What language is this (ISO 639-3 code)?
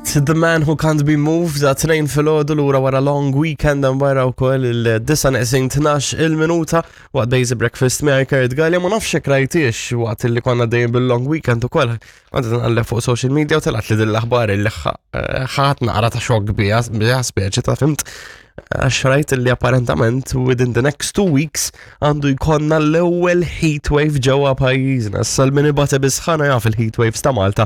mlt